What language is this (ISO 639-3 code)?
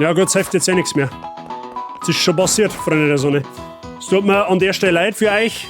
bar